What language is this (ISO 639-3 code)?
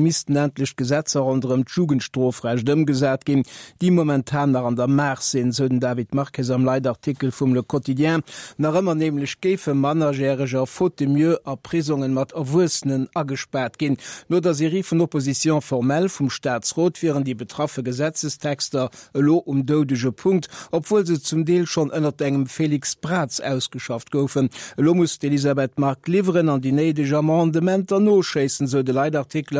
ltz